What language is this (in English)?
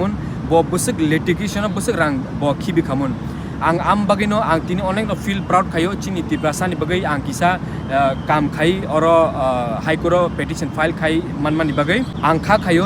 Kok Borok